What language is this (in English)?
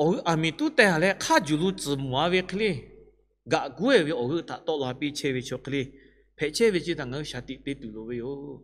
Lahu